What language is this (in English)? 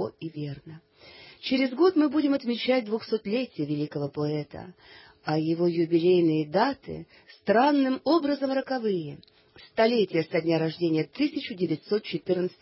Russian